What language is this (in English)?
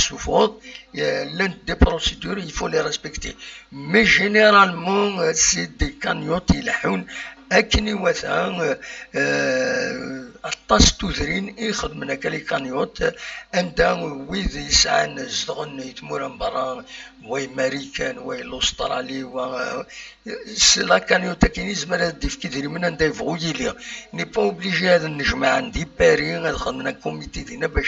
Kabyle